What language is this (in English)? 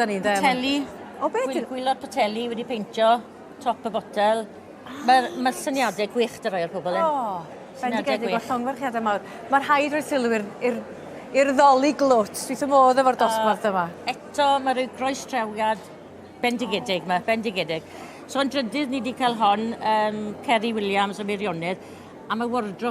Welsh